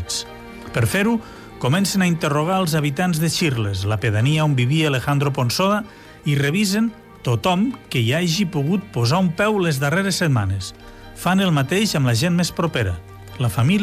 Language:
Catalan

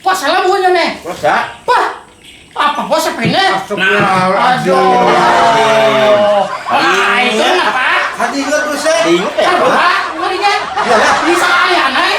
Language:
Banjar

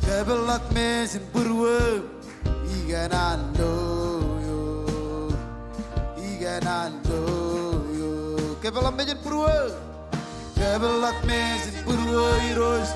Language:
Marshallese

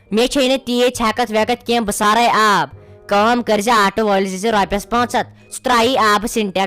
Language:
Kashmiri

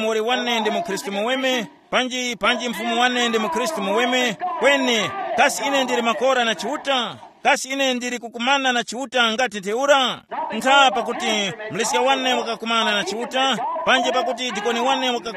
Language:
Tumbuka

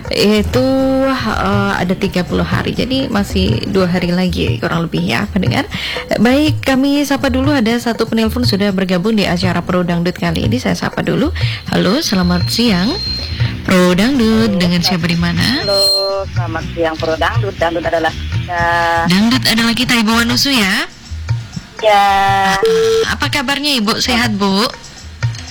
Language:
Indonesian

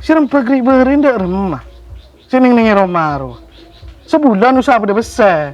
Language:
Madurese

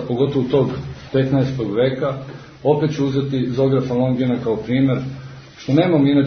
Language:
Serbian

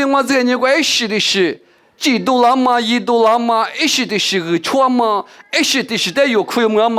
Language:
Lisu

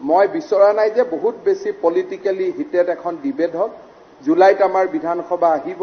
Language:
Assamese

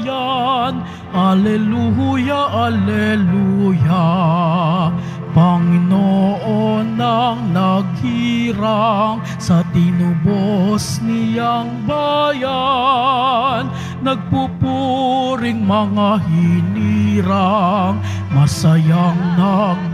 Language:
Filipino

